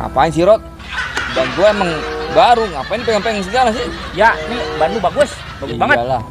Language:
Betawi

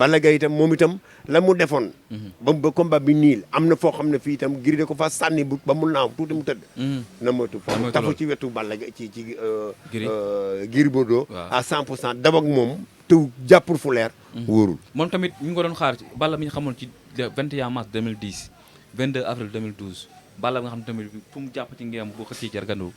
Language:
Wolof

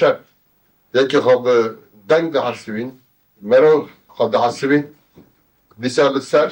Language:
Kurdish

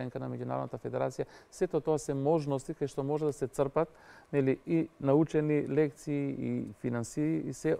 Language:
Macedonian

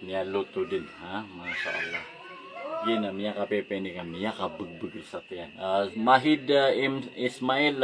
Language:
Maranao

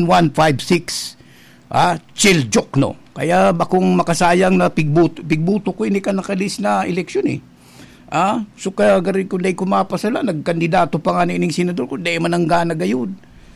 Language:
Bikol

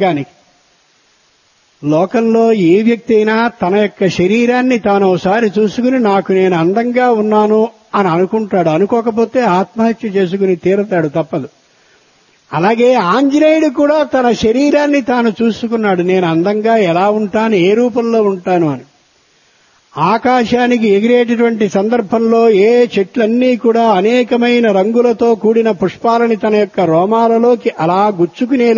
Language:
Telugu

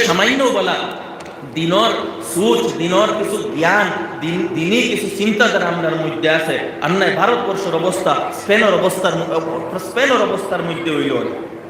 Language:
Sylheti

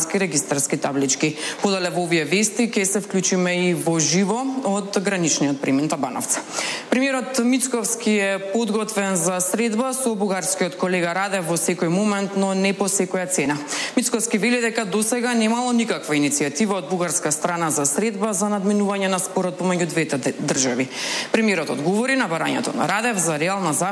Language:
Macedonian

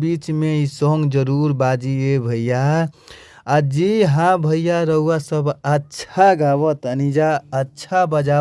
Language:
Bhojpuri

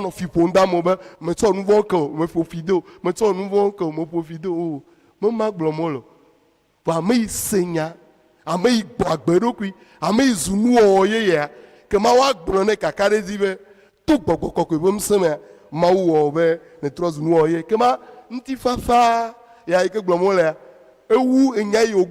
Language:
Ewe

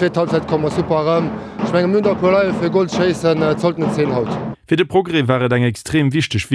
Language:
Luxembourgish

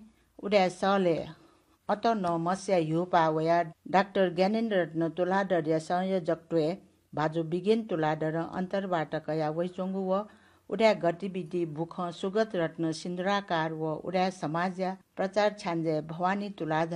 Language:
Newari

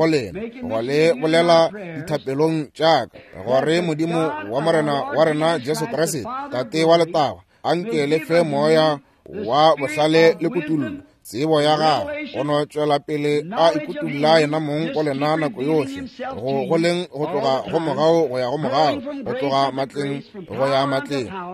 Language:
Northern Sotho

